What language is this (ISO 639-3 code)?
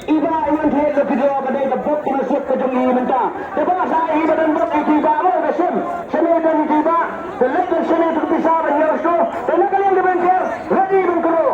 kha